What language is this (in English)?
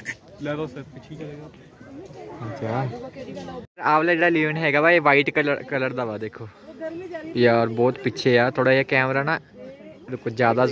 Punjabi